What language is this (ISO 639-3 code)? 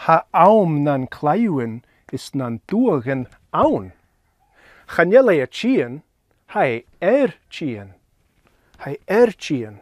gla